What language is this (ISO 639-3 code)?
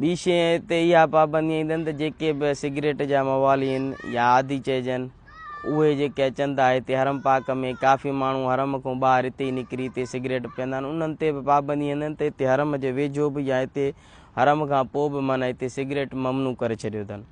snd